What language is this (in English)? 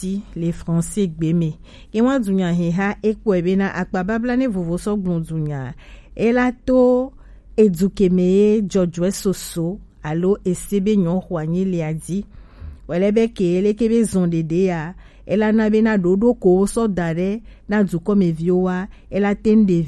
Gen